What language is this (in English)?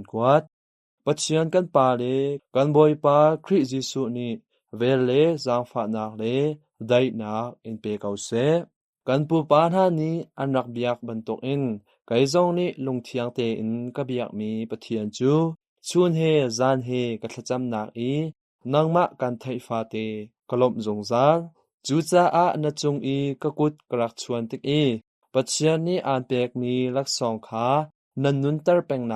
Hakha Chin